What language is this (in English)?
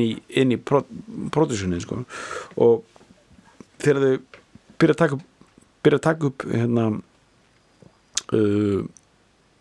Icelandic